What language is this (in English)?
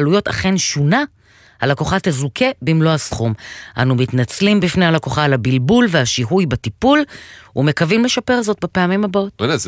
Hebrew